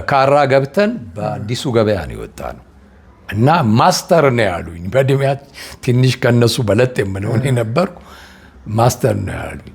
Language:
Amharic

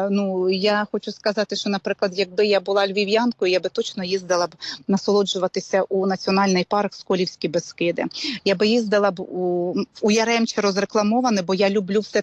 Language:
Ukrainian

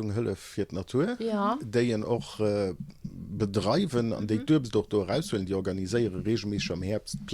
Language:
Luxembourgish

